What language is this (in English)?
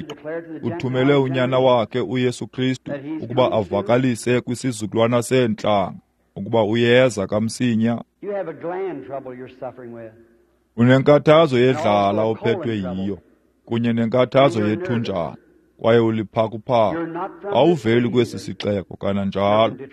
Xhosa